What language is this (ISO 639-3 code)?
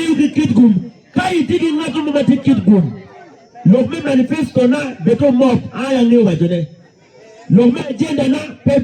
ach